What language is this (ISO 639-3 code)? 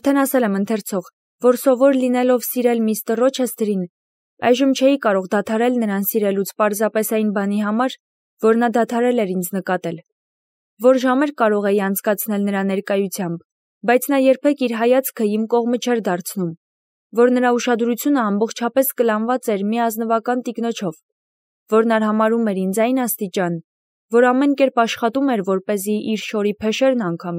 hye